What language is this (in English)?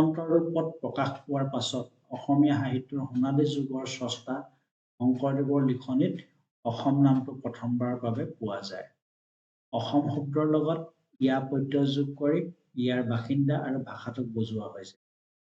Assamese